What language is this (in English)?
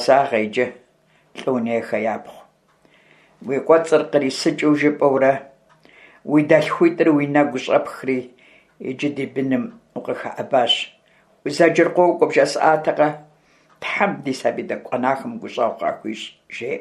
Kabardian